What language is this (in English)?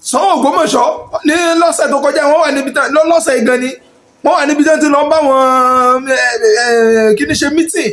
Yoruba